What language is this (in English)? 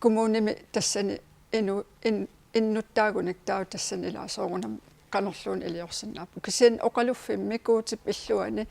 Kalaallisut